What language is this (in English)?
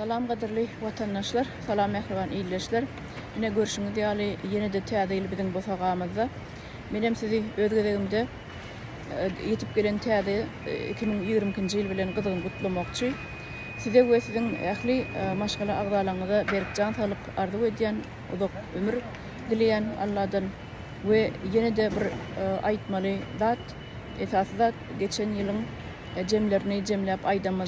Turkmen